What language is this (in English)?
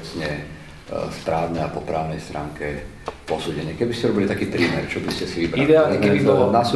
Slovak